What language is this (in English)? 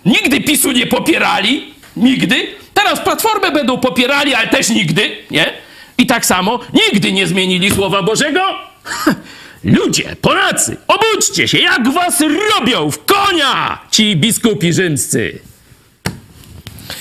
Polish